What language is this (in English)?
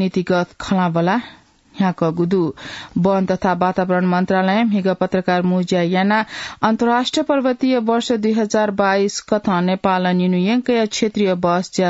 Newari